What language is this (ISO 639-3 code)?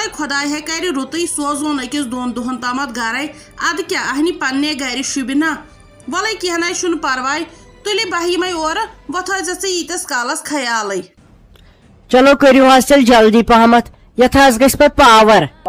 kas